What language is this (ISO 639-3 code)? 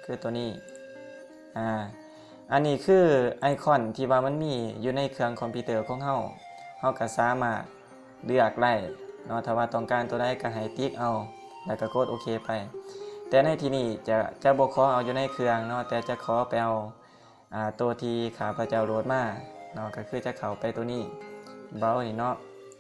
lao